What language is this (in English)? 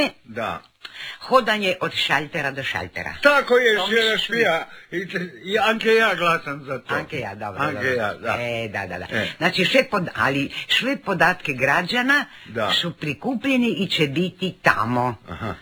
Croatian